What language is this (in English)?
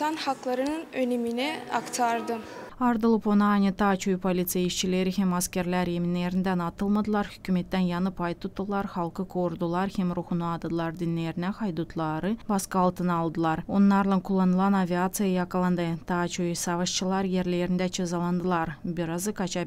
Gagauz